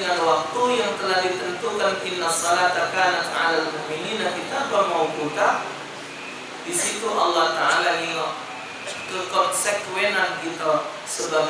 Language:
Musi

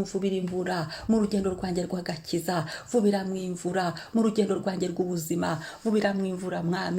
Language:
Kinyarwanda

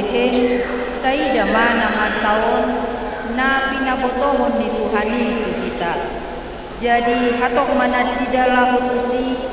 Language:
Batak Toba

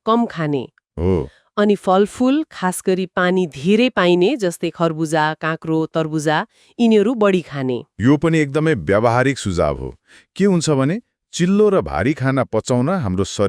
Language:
Nepali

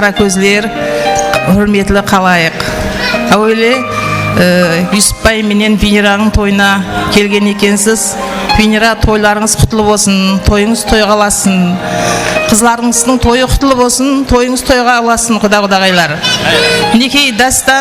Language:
Kara-Kalpak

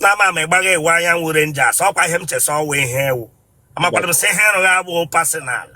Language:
Igbo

